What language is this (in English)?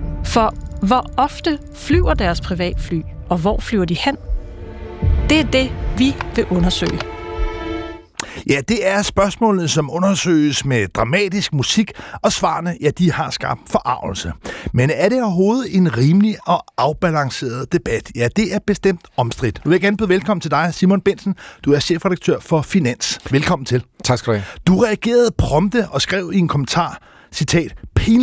Danish